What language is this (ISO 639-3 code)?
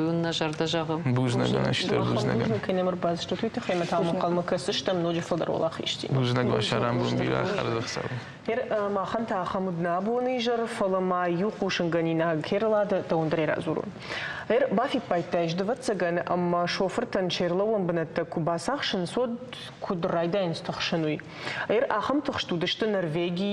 oss